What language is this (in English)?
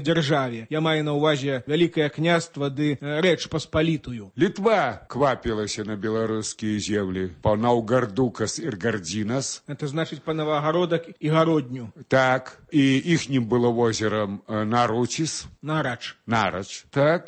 Belarusian